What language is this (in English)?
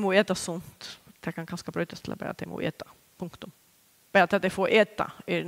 Faroese